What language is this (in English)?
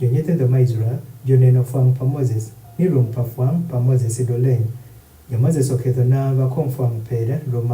Adhola